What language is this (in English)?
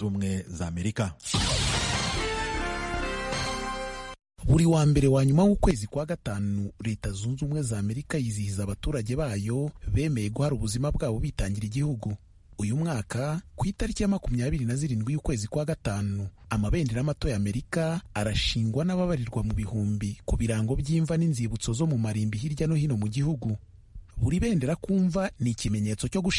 Kinyarwanda